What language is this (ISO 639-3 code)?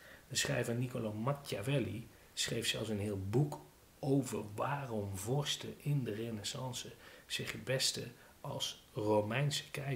nld